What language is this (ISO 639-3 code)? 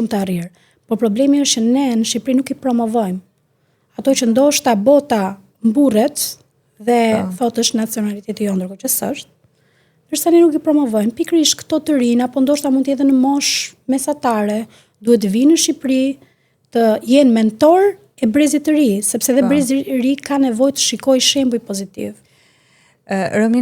sqi